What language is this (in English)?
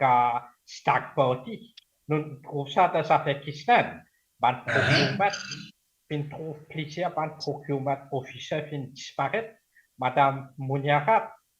Morisyen